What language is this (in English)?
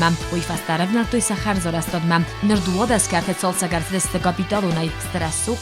Ossetic